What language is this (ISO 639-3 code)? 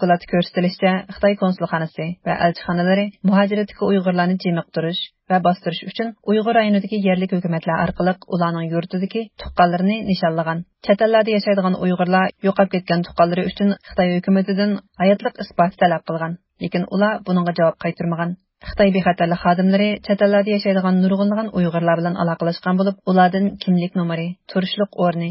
uig